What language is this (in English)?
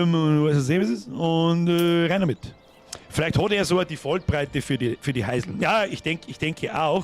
Bavarian